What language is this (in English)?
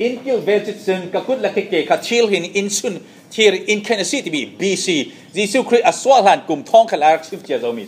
Falam Chin